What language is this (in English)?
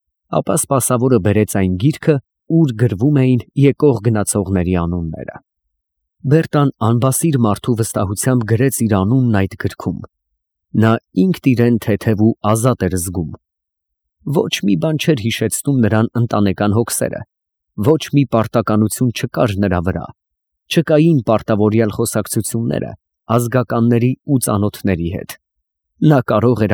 Armenian